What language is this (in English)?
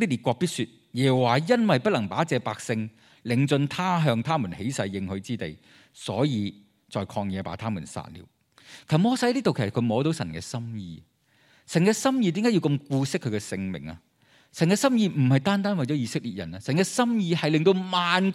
Cantonese